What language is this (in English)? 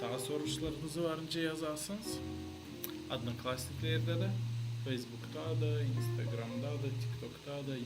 Gagauz